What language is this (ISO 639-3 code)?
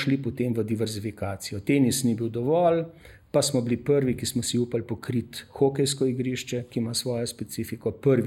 slv